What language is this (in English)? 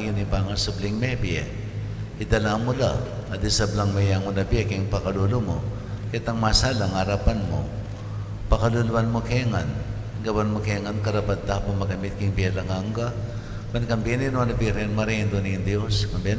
Pampanga